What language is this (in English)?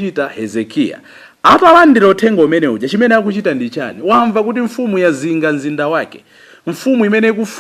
Nyanja